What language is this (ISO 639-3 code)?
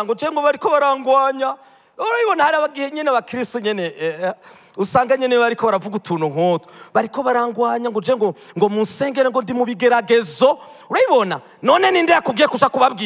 run